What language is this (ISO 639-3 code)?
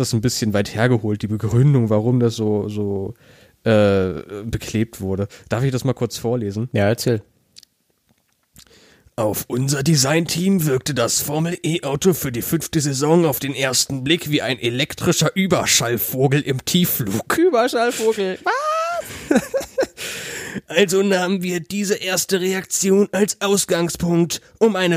deu